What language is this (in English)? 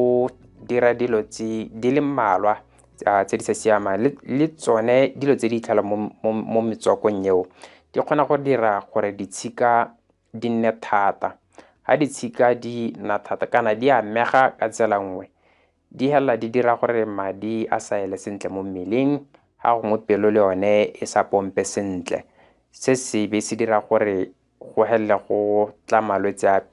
Tswana